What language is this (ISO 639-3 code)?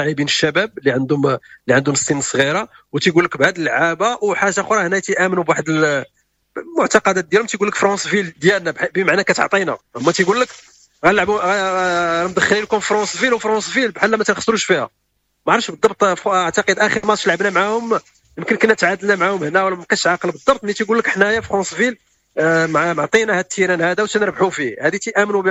ary